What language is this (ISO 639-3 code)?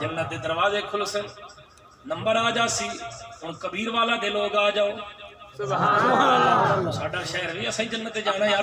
skr